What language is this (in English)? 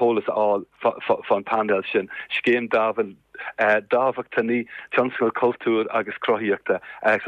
Irish